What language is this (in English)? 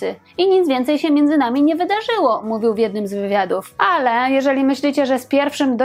Polish